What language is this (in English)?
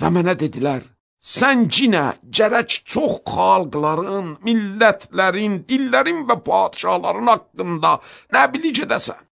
Azerbaijani